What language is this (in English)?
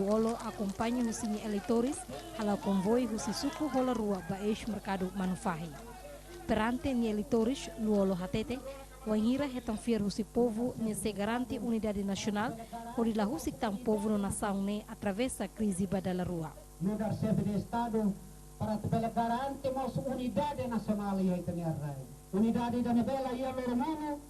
Tetum